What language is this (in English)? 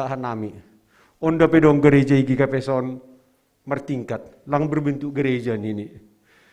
Batak Simalungun